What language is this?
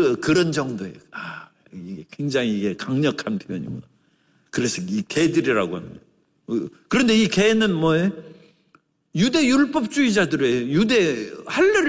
Korean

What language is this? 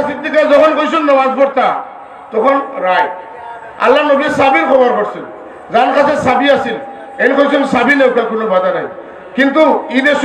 Sylheti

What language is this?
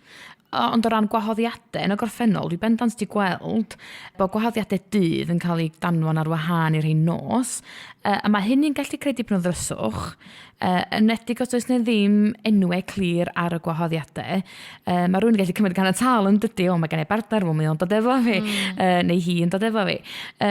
Welsh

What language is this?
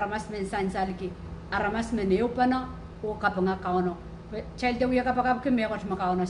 Pohnpeian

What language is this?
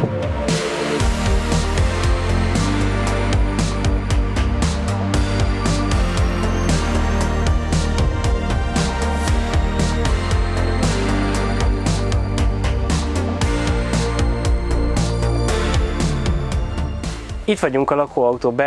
Hungarian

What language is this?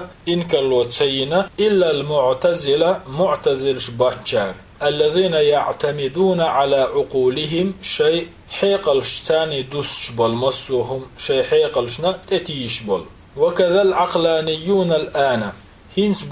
Chechen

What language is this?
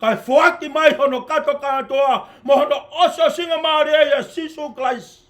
Tongan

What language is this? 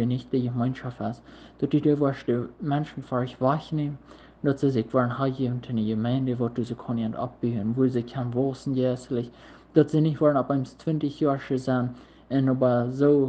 Plautdietsch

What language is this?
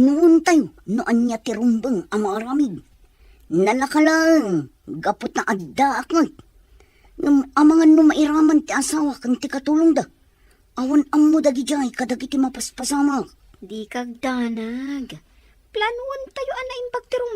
Iloko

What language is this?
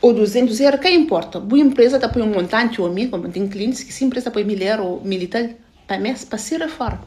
Kabuverdianu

